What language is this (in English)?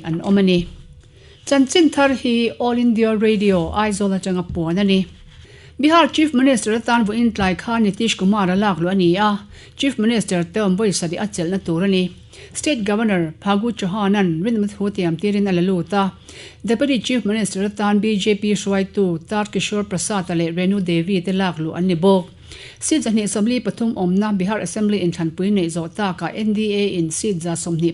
Mizo